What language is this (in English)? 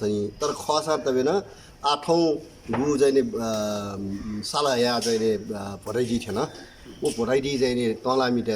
Newari